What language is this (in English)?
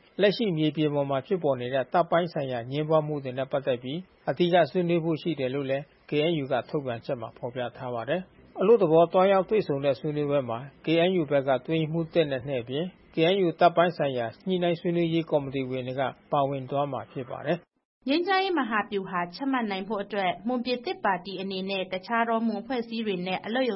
Burmese